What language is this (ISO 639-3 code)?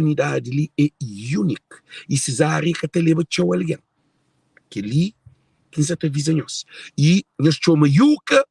kea